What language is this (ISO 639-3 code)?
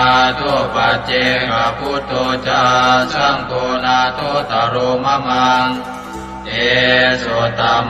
pli